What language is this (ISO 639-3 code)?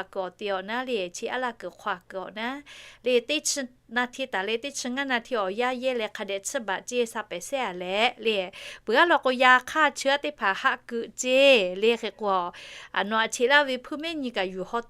lhu